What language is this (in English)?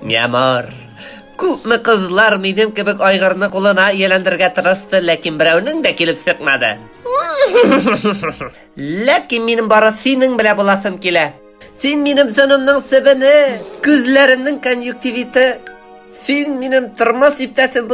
Tatar